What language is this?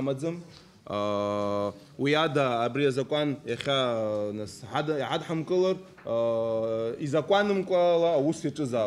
Abkhazian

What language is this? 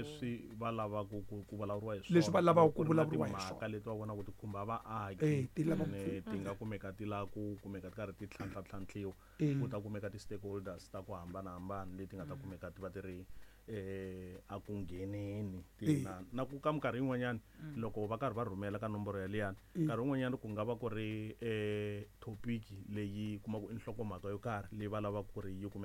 Tsonga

